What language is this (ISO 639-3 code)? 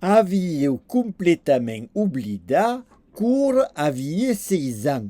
oci